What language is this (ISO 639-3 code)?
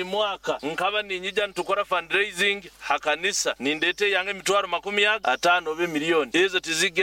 nyo